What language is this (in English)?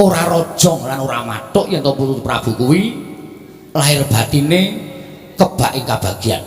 Javanese